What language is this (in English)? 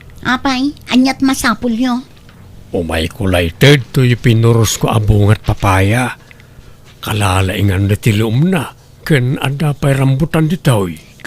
Iloko